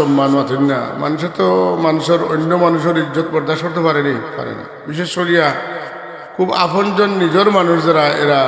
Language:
Sylheti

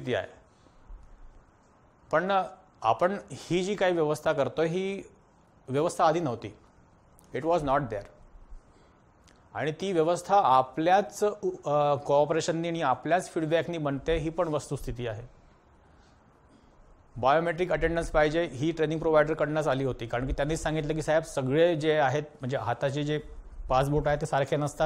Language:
Marathi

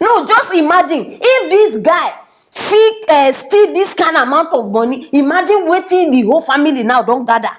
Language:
Nigerian Pidgin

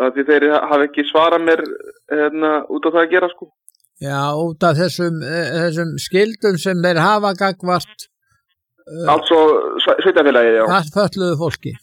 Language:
Icelandic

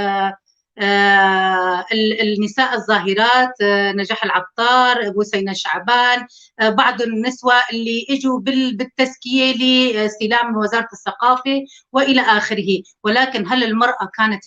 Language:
North Levantine Arabic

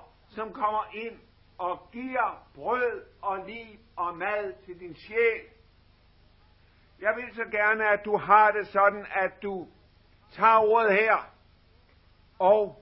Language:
Danish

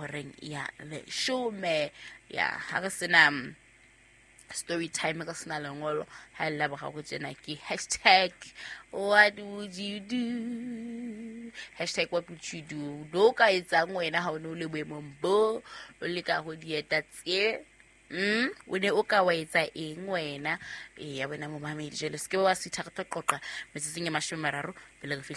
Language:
Southern Sotho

